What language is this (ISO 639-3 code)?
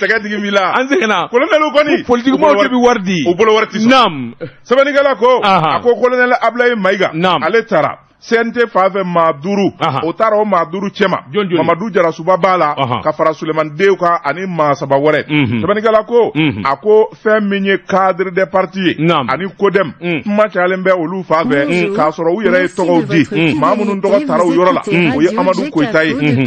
bam